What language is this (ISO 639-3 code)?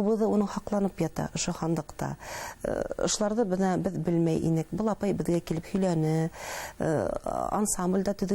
bak